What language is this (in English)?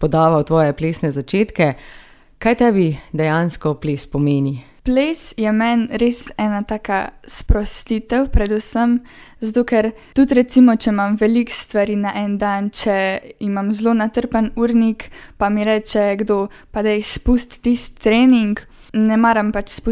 Slovenian